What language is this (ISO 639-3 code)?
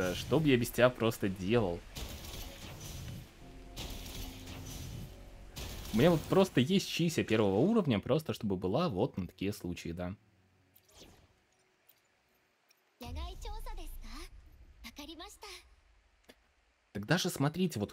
rus